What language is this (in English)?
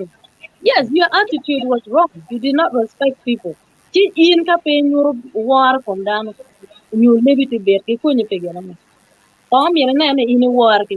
Acoli